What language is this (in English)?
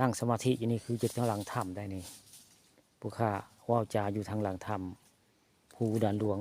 Northeastern Thai